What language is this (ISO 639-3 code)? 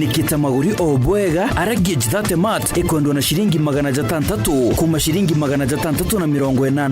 mer